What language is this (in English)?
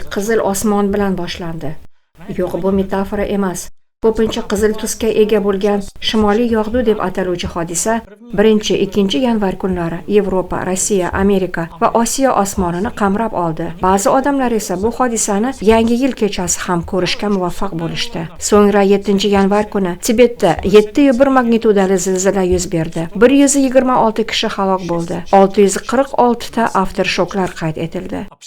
Uzbek